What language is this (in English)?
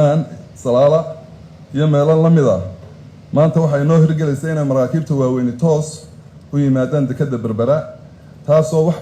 Somali